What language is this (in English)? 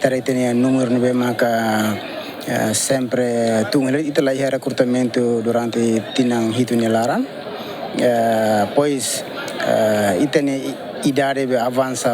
Tetum